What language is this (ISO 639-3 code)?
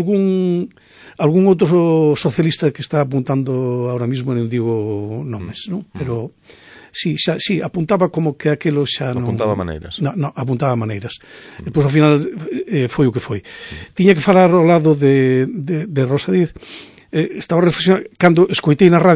glg